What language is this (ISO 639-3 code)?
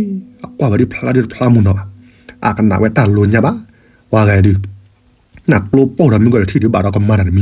ksw